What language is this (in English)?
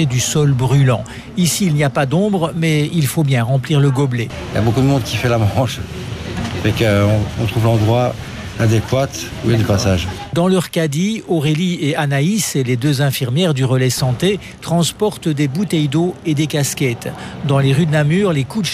French